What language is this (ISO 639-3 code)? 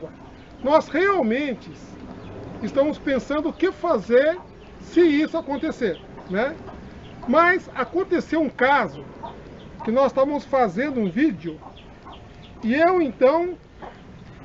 por